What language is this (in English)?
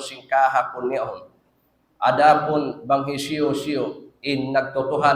Tausug